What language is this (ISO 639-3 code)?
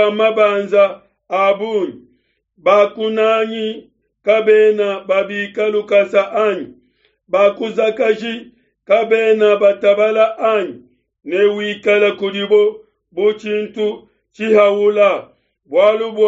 lua